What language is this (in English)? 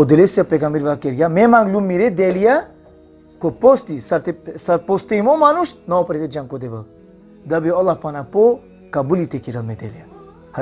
Balkan Romani